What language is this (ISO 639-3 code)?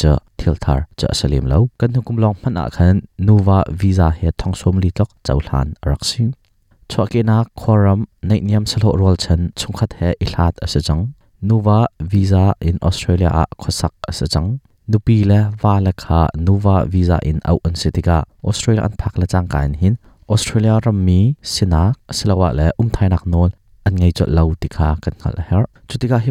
cnh